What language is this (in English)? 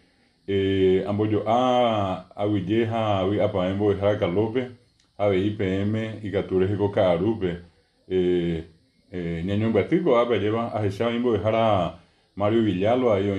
Guarani